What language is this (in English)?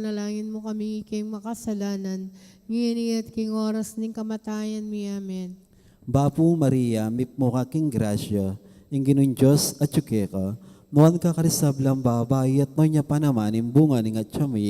Pampanga